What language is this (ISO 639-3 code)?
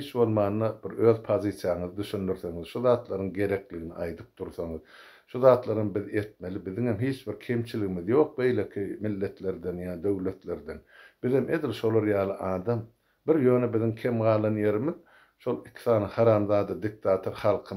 tuk